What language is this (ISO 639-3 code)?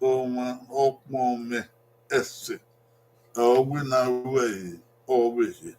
bin